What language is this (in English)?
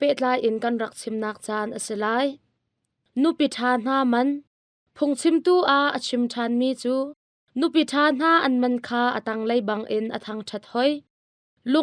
Hakha Chin